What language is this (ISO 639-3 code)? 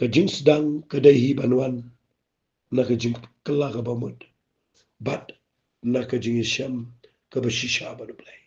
kha